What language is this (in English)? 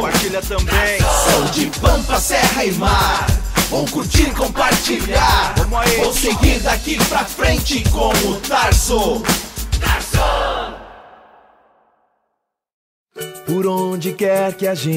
Portuguese